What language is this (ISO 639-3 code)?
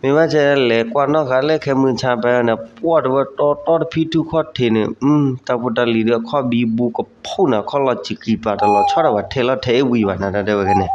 ksw